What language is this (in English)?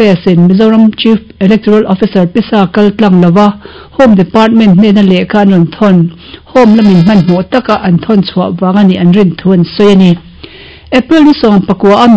Mizo